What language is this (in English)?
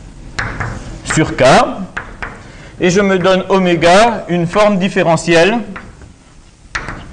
French